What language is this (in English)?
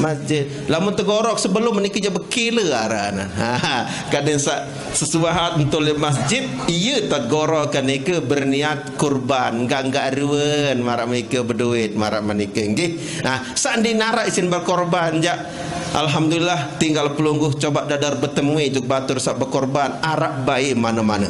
Sasak